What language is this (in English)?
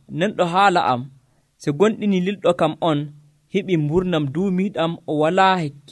Nigerian Fulfulde